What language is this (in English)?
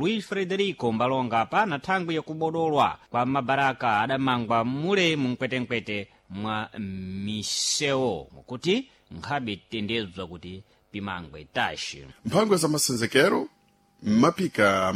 Sena